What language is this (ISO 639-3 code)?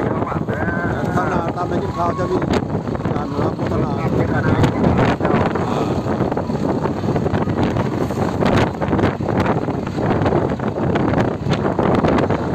tha